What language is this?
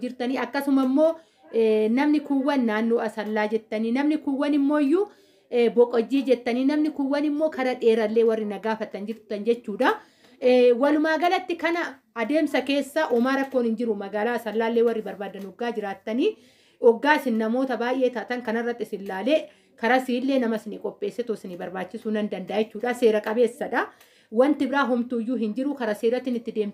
Oromo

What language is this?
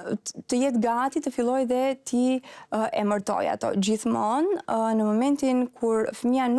Albanian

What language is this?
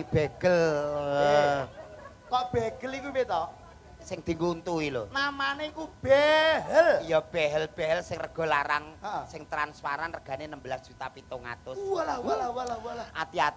Javanese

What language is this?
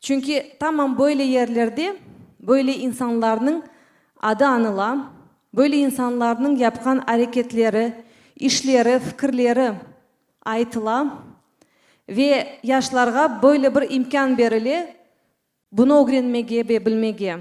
Crimean Tatar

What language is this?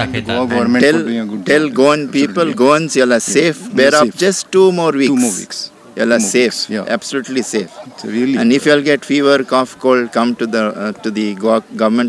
Konkani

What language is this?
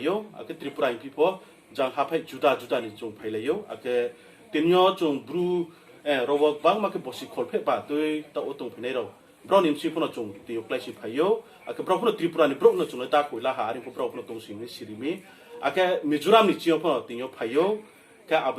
Riang (India)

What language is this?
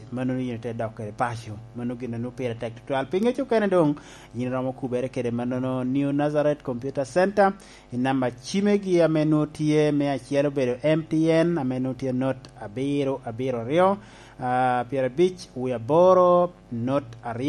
Lango (Uganda)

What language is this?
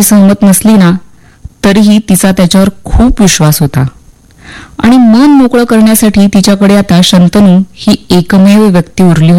Marathi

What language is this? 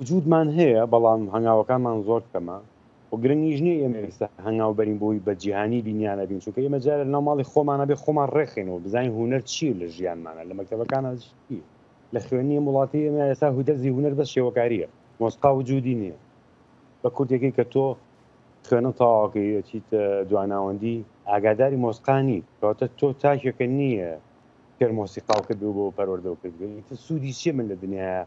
Central Kurdish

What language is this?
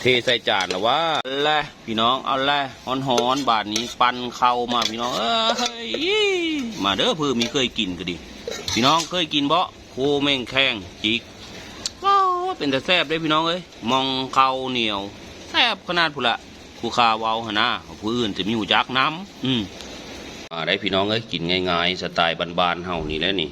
Northeastern Thai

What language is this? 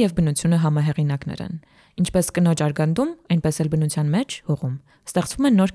Armenian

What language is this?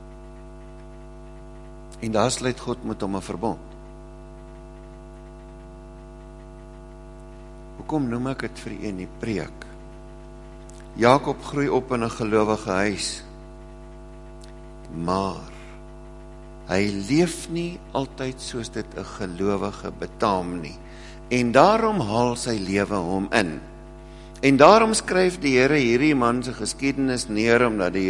Afrikaans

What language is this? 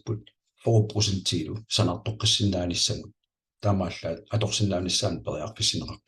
Kalaallisut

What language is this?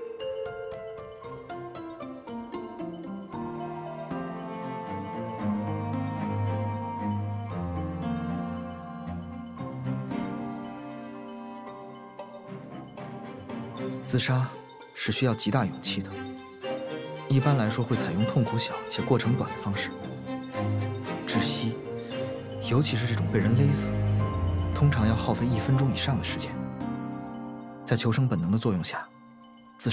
Chinese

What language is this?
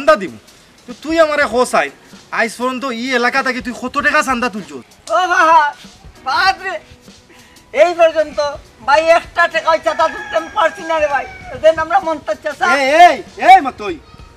Sylheti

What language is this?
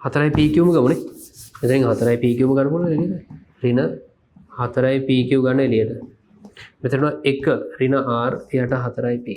Sinhala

